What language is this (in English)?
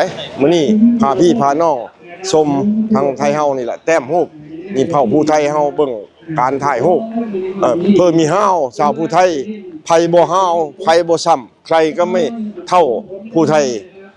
Northeastern Thai